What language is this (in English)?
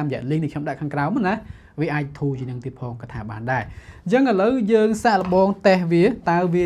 Khmer